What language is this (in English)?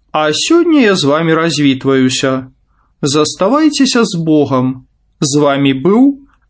Belarusian